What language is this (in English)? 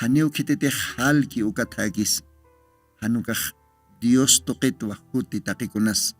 Aymara